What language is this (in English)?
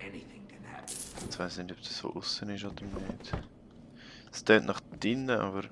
Swiss German